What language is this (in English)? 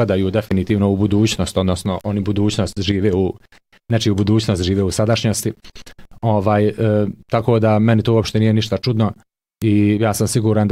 Bosnian